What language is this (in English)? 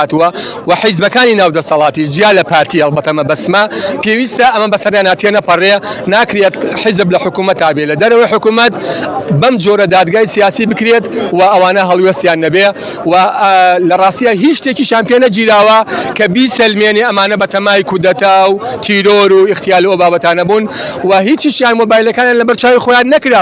Central Kurdish